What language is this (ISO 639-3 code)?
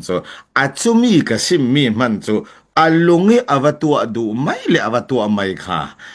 cfm